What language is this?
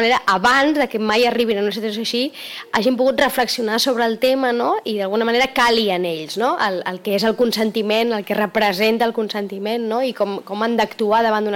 Catalan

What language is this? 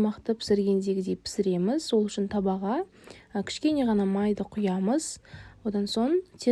Kazakh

